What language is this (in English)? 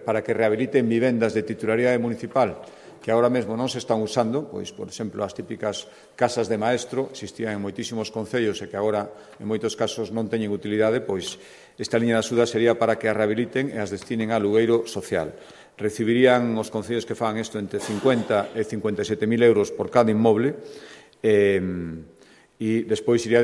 Galician